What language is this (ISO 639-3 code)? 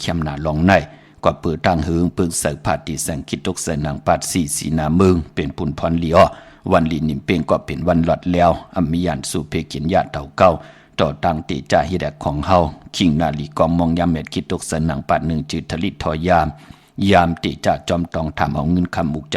shn